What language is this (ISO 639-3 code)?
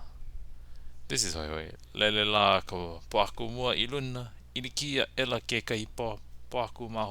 haw